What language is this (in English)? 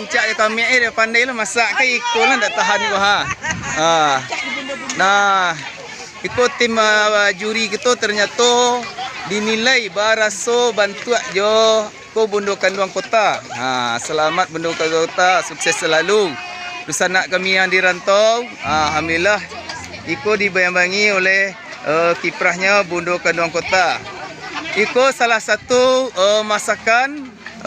Minangkabau